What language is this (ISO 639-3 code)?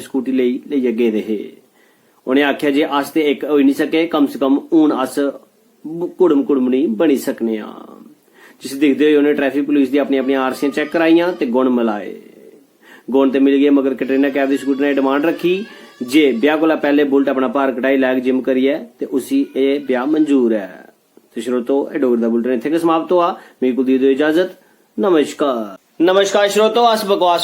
doi